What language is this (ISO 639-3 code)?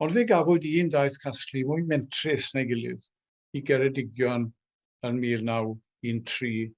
cym